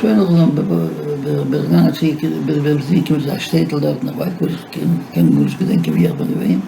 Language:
Yiddish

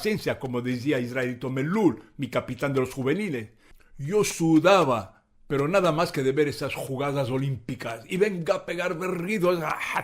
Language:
Ladino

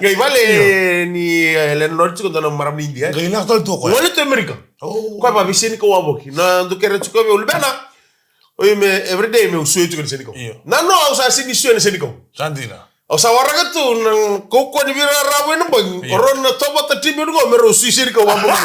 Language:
Fijian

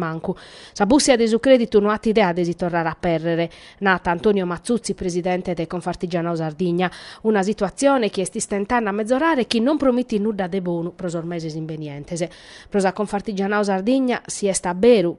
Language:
Sardinian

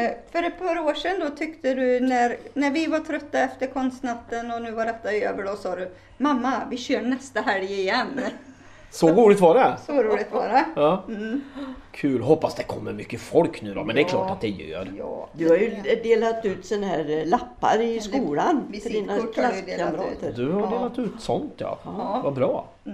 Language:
Swedish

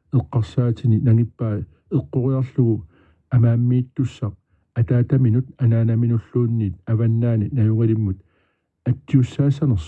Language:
Kalaallisut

